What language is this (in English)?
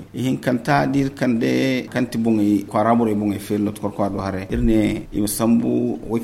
Zarma